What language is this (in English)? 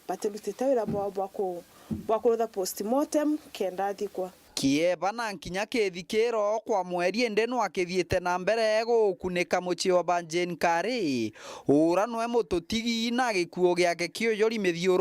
Meru